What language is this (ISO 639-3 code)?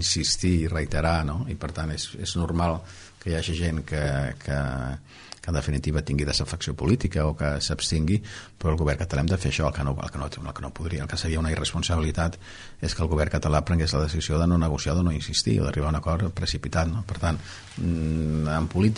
cat